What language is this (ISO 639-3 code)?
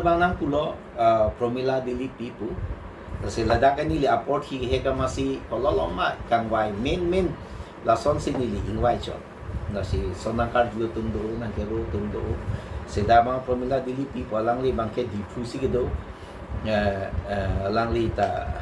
mjw